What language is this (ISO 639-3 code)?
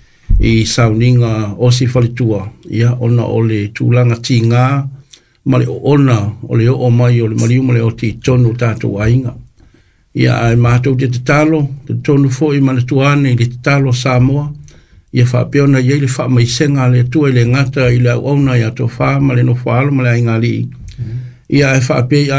smo